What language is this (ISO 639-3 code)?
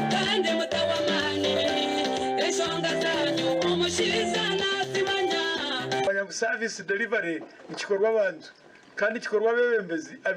nyn